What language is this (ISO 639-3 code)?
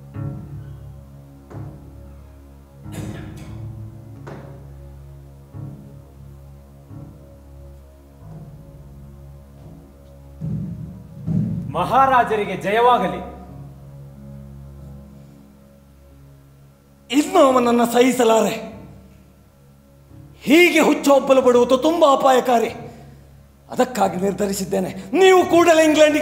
kan